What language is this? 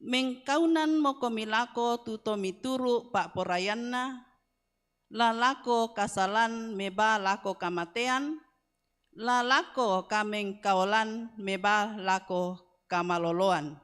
Toraja-Sa'dan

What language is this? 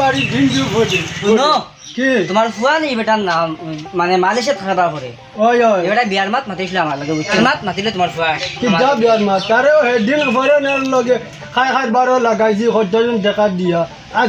Sylheti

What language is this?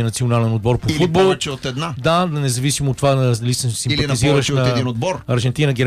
Bulgarian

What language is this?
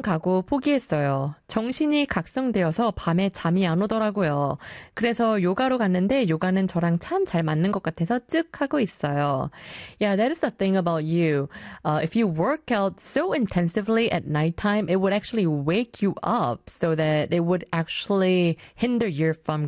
Korean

